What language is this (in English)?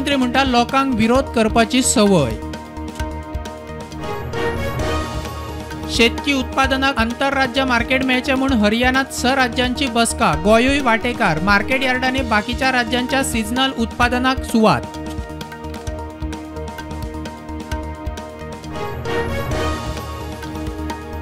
Konkani